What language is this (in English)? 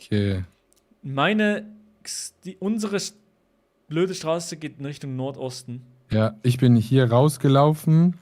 Swiss German